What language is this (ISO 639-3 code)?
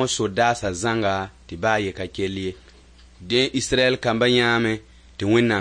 mos